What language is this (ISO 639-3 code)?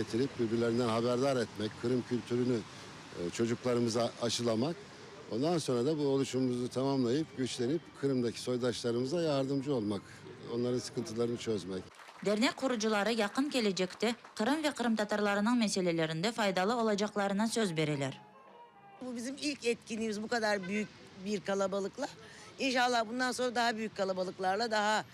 crh